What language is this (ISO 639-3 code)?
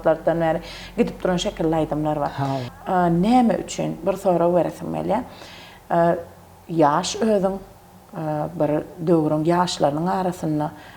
tuk